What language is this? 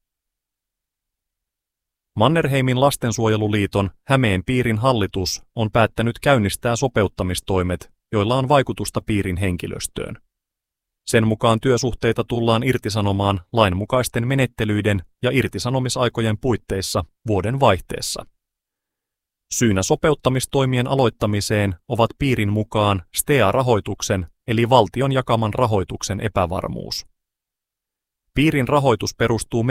Finnish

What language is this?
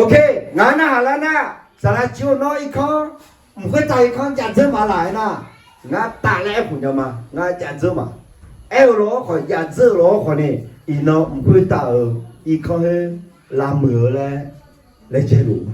Akha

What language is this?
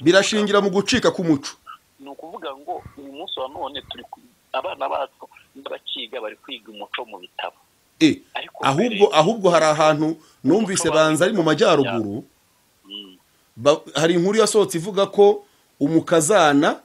Kinyarwanda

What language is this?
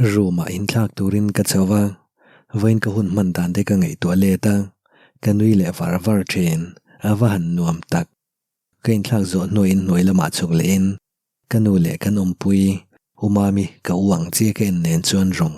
Mizo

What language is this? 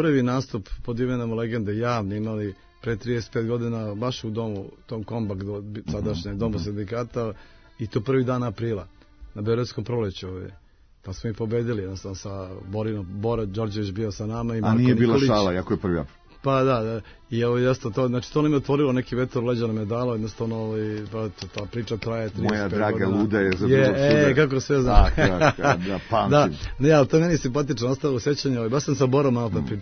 Serbian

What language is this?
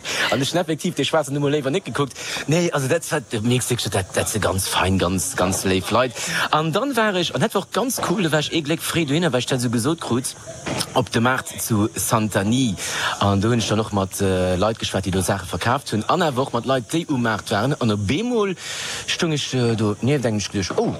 Luxembourgish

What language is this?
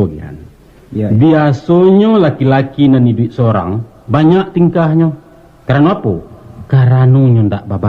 Minangkabau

